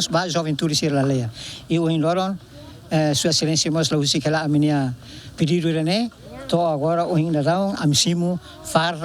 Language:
Tetum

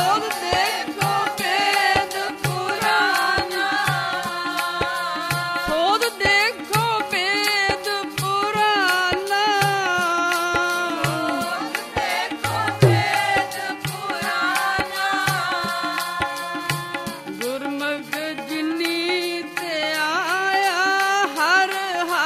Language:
Punjabi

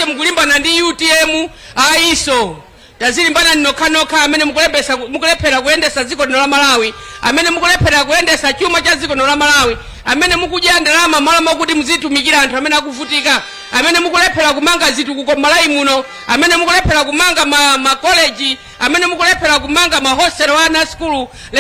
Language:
Nyanja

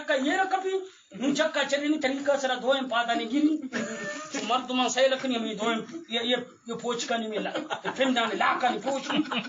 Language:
Eastern Balochi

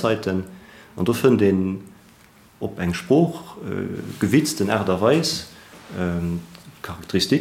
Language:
Luxembourgish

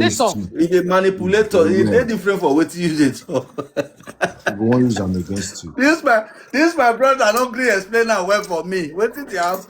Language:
Nigerian Pidgin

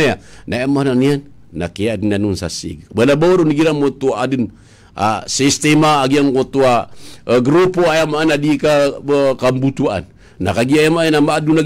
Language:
Maranao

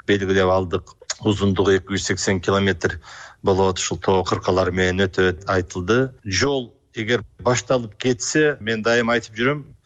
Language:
Kyrgyz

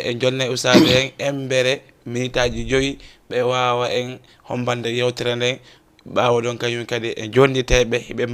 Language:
Fula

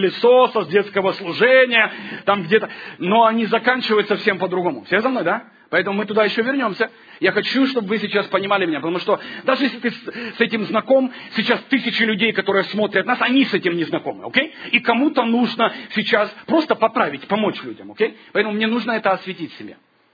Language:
Russian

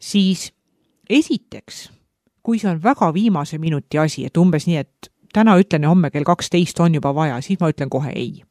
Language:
Estonian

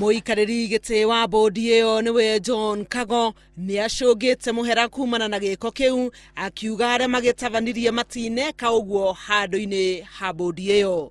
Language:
Kikuyu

